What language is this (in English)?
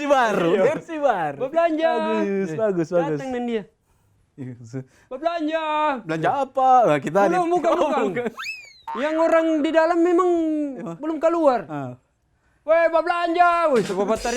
Manado Malay